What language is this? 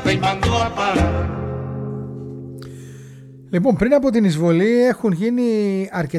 Greek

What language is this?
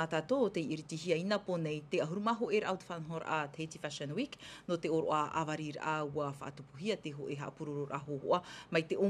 Tahitian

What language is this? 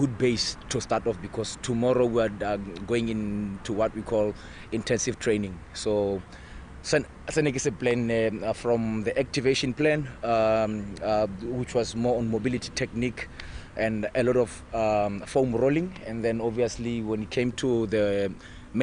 Tswana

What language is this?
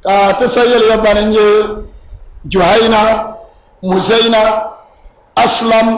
Dagbani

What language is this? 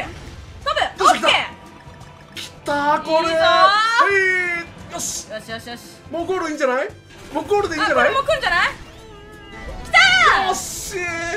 Japanese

